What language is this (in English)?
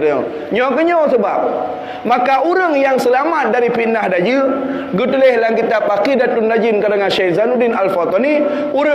Achinese